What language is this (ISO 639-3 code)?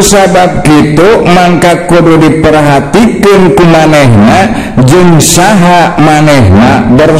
sun